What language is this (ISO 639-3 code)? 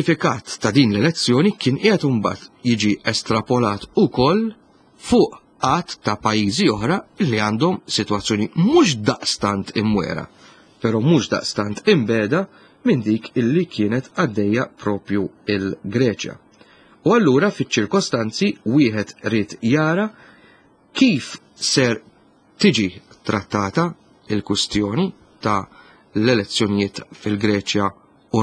mlt